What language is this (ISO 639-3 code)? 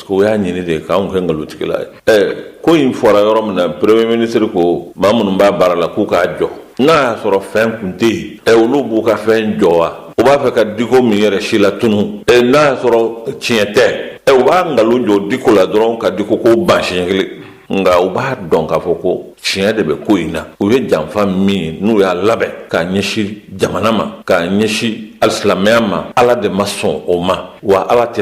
bam